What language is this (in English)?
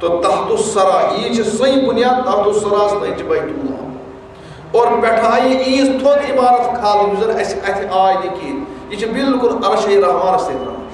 Kashmiri